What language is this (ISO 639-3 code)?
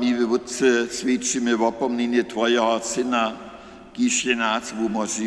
hsb